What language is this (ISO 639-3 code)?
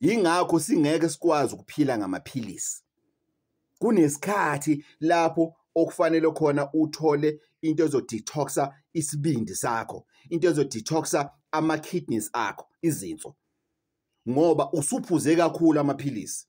zul